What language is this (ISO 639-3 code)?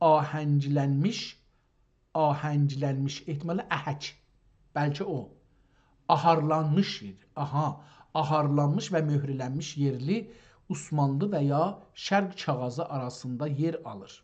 azb